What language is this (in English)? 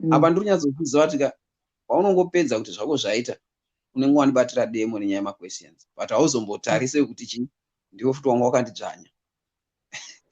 Shona